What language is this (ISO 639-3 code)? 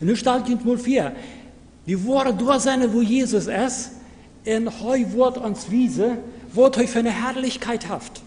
pdt